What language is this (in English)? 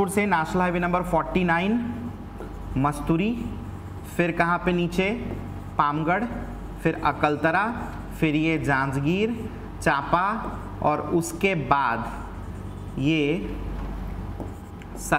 Hindi